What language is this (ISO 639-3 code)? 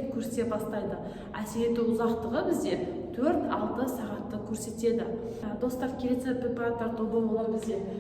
kaz